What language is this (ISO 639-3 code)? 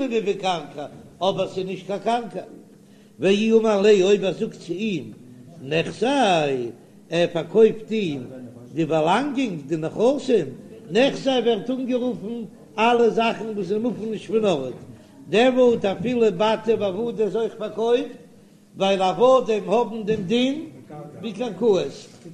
yid